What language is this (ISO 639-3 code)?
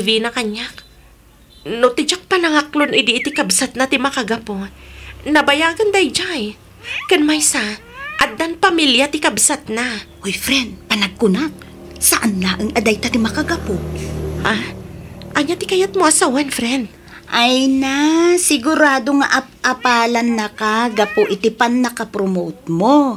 ilo